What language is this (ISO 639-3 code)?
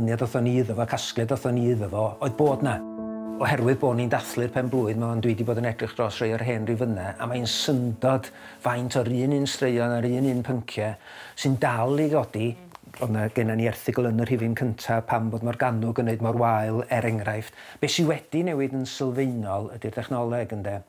cym